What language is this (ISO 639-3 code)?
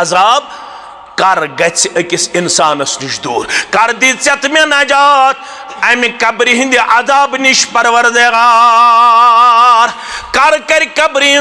kas